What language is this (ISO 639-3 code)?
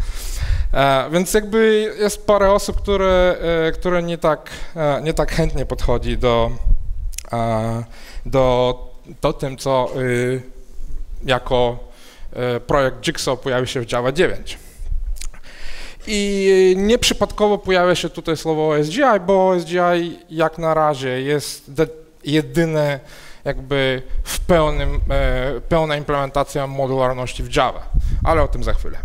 pol